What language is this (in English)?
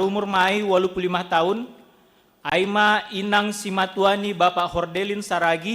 Batak Simalungun